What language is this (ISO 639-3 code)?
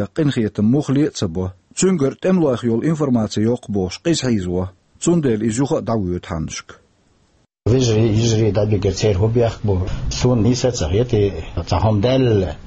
che